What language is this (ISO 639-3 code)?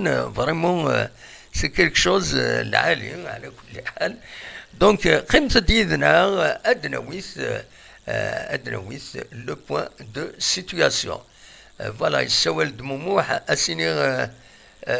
kab